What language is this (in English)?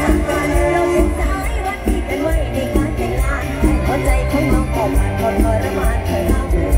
Thai